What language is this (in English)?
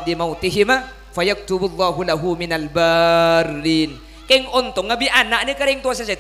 Madurese